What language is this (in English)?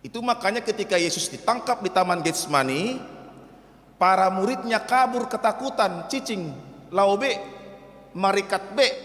Batak Toba